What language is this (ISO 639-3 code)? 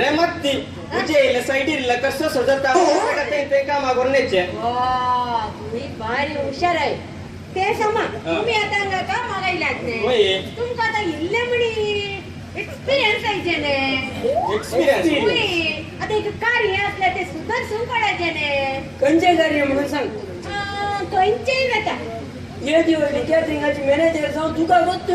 kok